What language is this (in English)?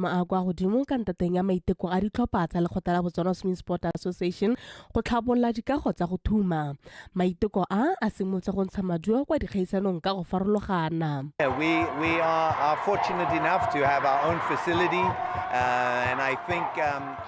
Tswana